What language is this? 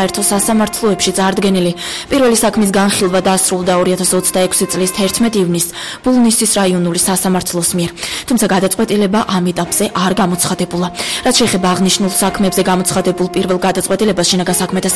Georgian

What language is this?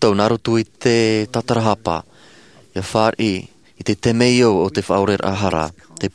Tahitian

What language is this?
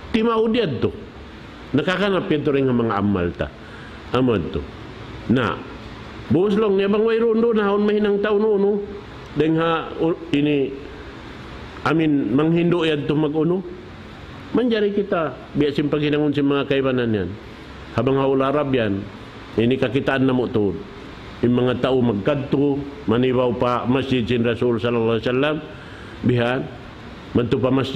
Tausug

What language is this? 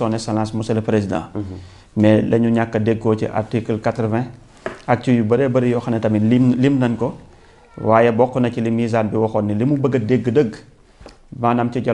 Wolof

